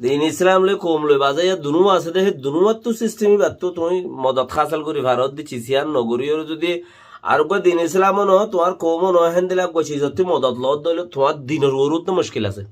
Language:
Rohingya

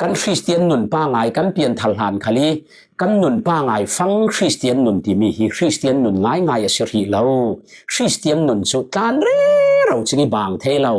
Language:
Falam Chin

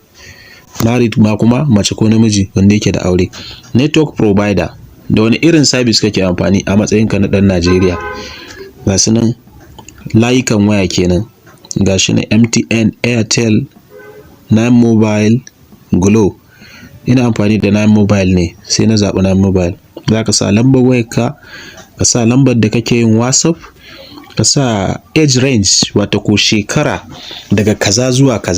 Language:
Hausa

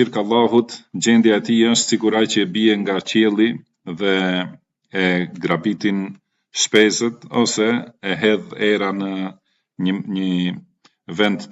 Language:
Albanian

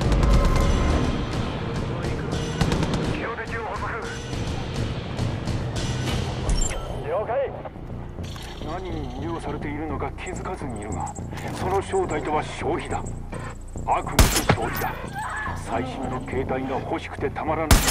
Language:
Japanese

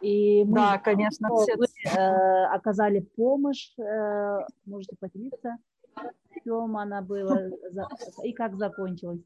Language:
Russian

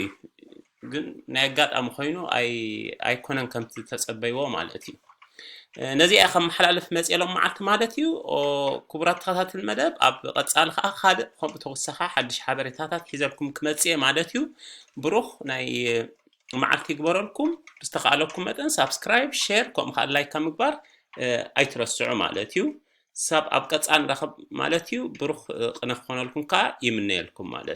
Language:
Tigrinya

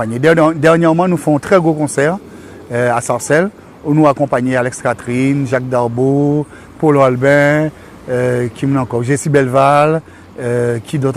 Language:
Guadeloupean Creole French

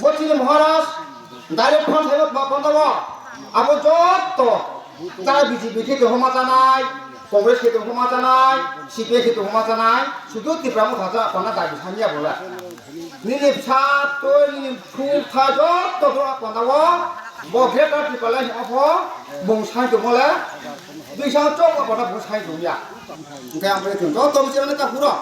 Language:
Kok Borok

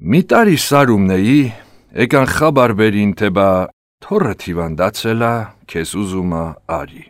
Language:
Armenian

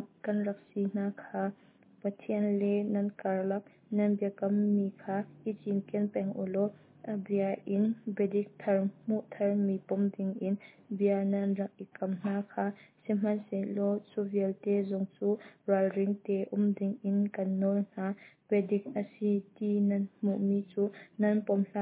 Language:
Hakha Chin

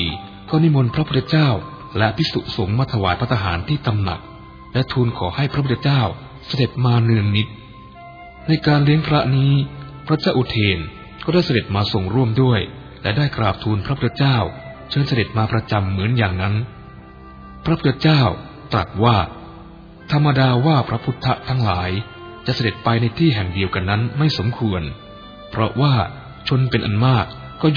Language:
Thai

